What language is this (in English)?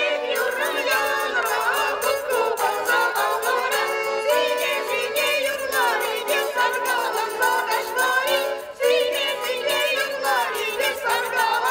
Chuvash